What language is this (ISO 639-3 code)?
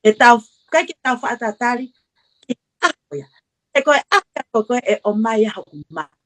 ton